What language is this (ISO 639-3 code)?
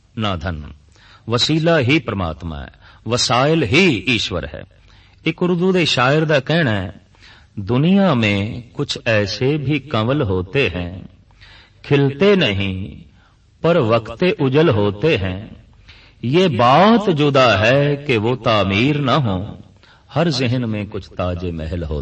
pan